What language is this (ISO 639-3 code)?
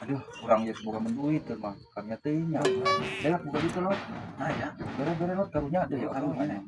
sun